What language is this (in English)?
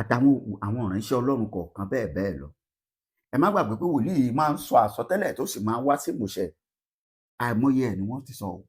Yoruba